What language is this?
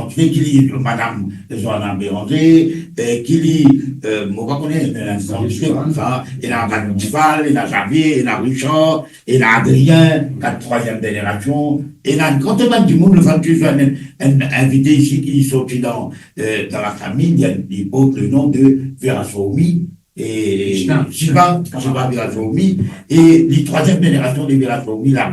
Morisyen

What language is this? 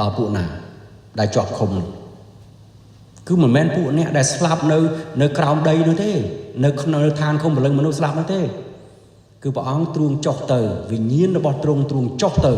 Khmer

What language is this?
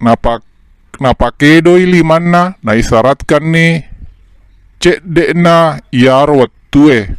Buginese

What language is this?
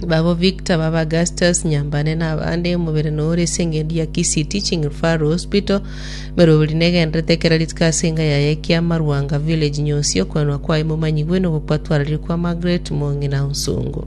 Gusii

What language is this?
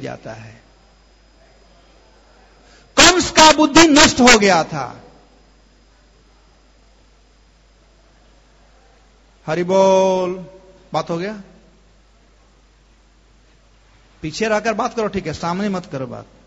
Hindi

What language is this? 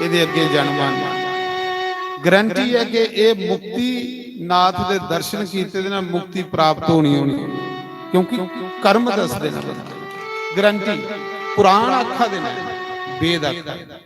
Dogri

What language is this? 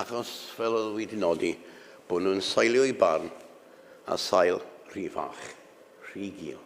Welsh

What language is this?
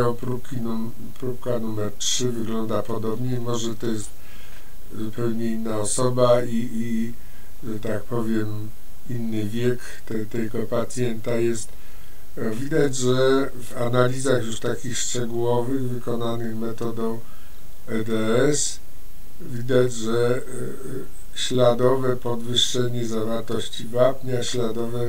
Polish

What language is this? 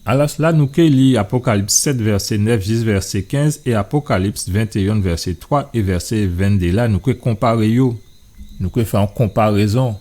Guadeloupean Creole French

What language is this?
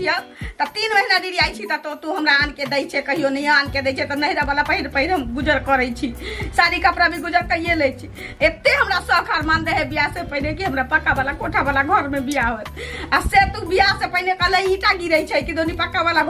Maithili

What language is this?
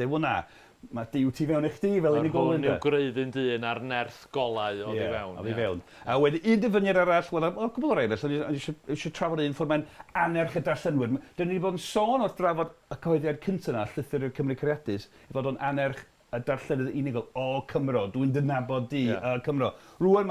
Welsh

